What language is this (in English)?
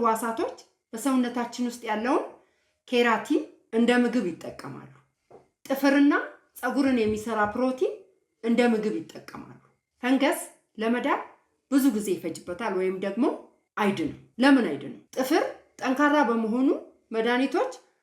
Amharic